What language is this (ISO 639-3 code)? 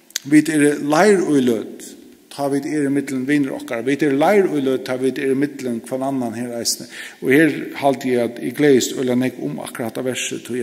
fao